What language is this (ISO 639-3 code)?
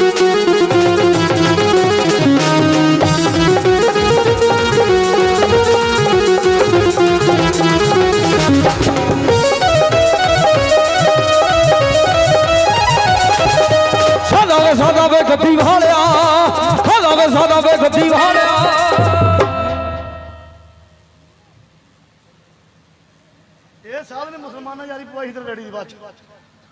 pan